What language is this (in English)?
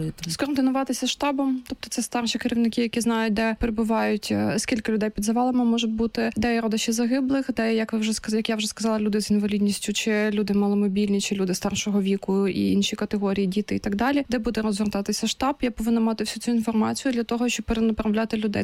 Ukrainian